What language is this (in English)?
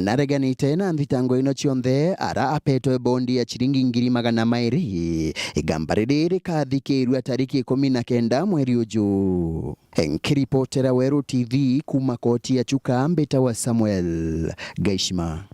Meru